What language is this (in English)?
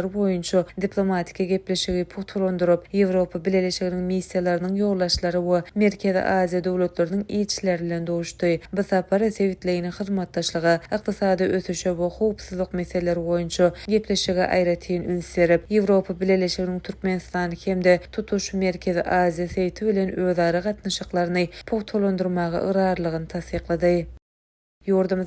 Turkmen